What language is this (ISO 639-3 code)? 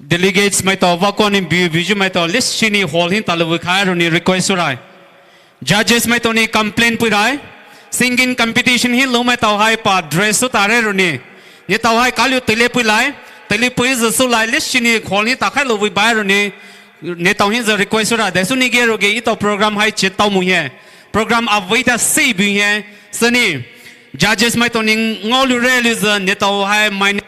pmx